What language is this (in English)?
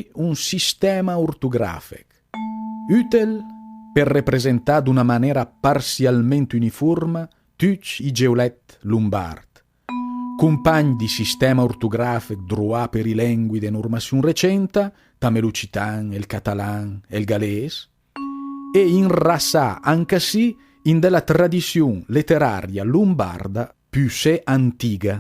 Lombard